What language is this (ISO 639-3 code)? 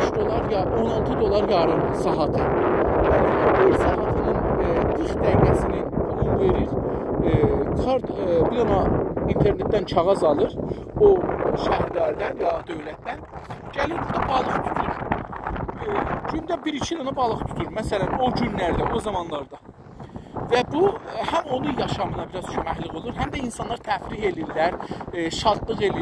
azb